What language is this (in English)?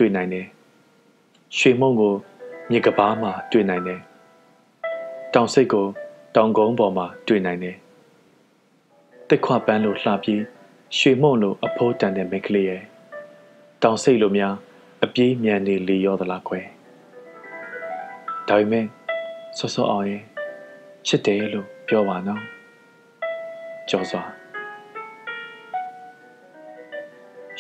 Burmese